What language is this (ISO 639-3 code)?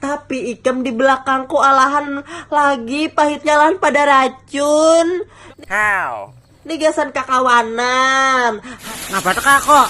bjn